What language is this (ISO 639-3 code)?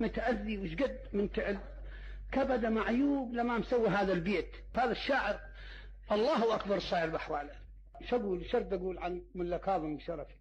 acm